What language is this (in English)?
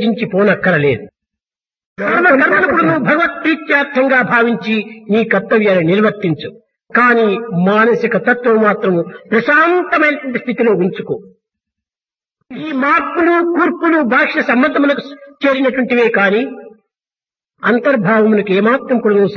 Telugu